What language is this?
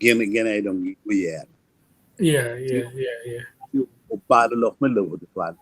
Acoli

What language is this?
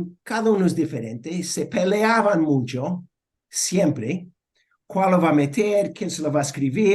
Ladino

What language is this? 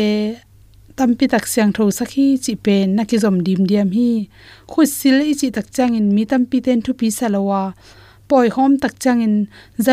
Tedim Chin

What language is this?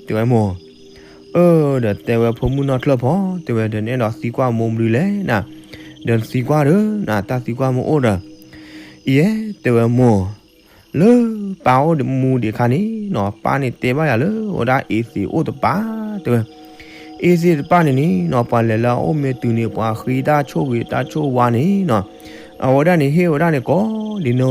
S'gaw Karen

